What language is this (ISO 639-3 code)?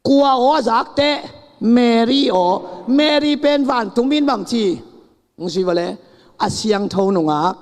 ctd